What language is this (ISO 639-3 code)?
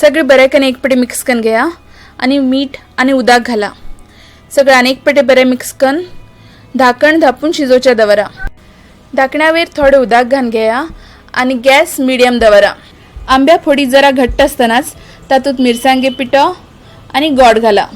kok